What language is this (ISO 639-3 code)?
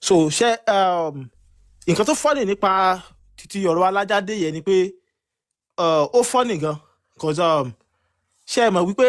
yor